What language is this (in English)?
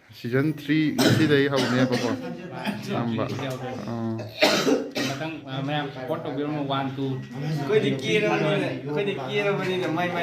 Manipuri